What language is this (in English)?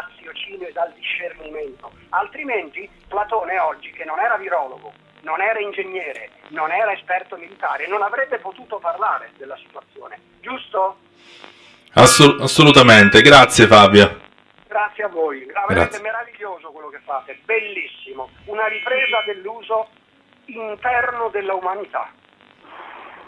Italian